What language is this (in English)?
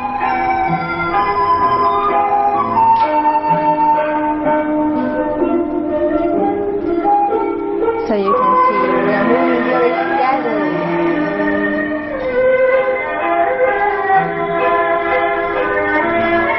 Chinese